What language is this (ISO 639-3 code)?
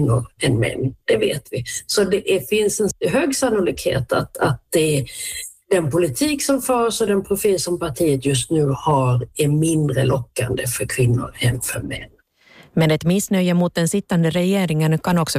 swe